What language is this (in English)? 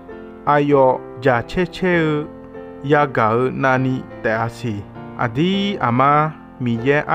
Akha